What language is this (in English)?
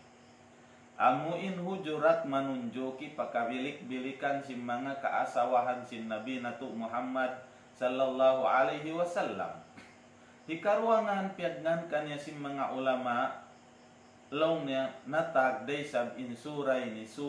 Tausug